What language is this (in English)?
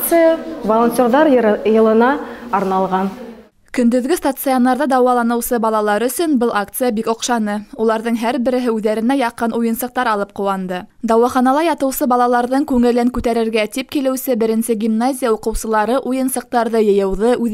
Bashkir